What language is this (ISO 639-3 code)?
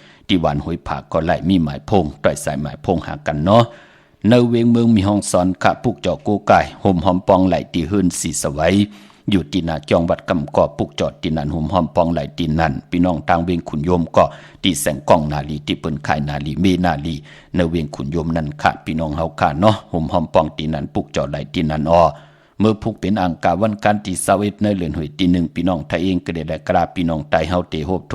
shn